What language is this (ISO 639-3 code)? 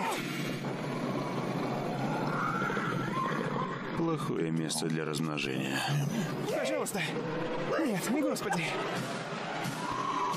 rus